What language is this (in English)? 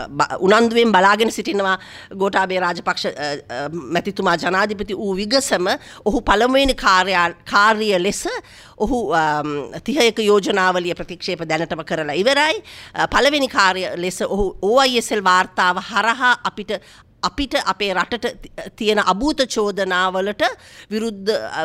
Sinhala